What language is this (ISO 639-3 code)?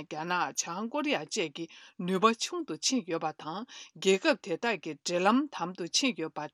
bod